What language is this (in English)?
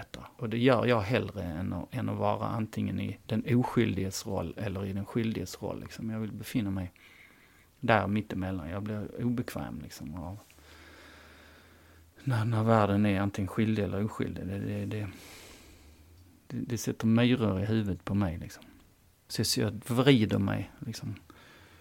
Swedish